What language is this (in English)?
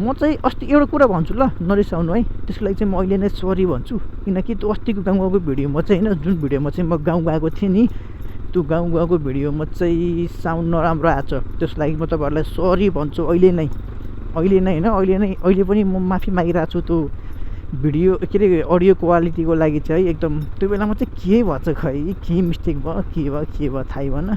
Nepali